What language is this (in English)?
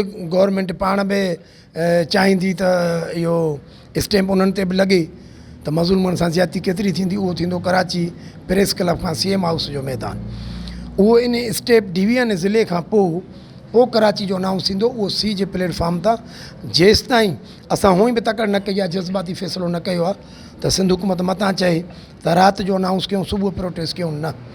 Sindhi